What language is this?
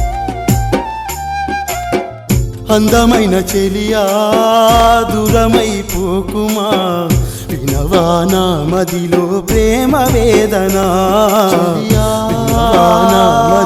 Telugu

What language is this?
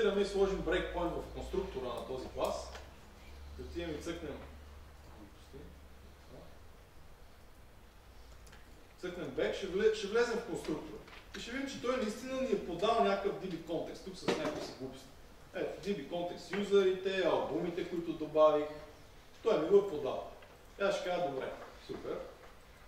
Bulgarian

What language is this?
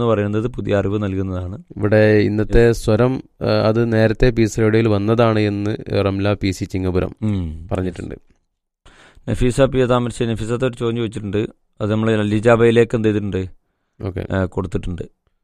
Malayalam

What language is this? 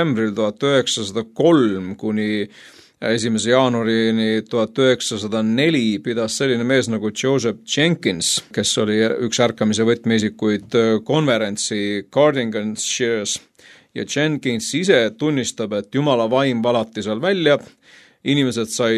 Estonian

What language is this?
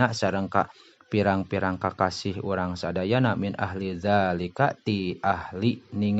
Sundanese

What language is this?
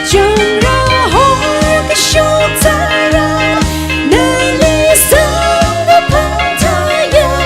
Tangkhul Naga (India)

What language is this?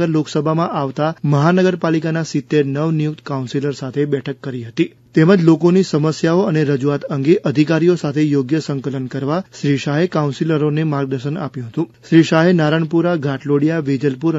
Gujarati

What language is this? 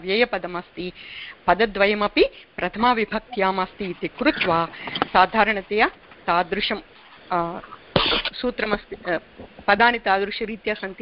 Sanskrit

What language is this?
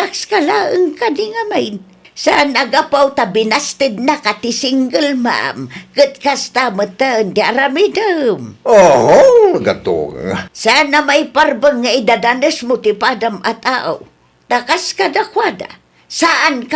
Iloko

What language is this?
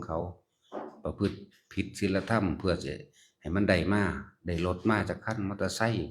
Northeastern Thai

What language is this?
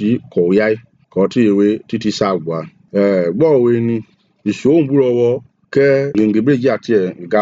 Mende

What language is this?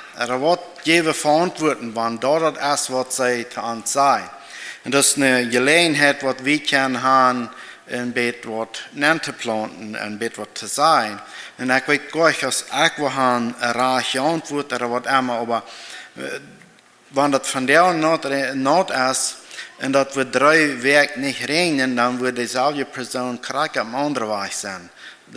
Plautdietsch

